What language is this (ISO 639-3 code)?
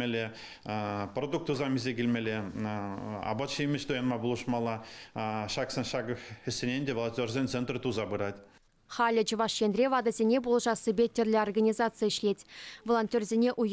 chv